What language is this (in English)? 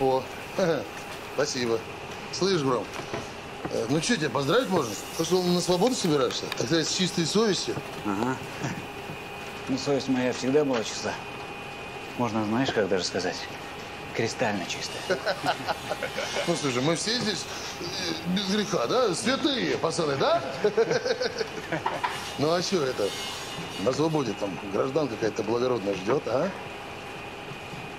Russian